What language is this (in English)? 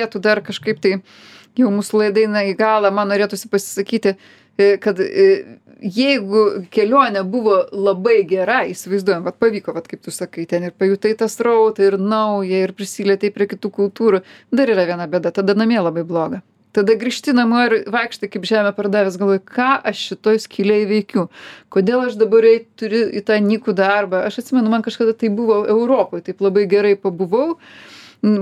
Lithuanian